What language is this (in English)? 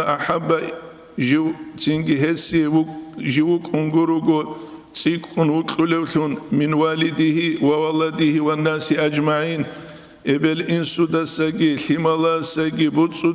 Avaric